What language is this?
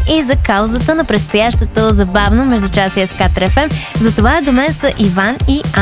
Bulgarian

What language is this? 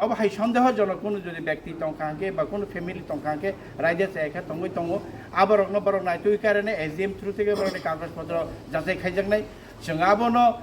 Kok Borok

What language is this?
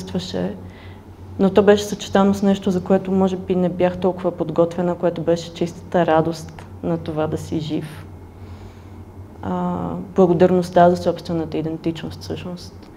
Bulgarian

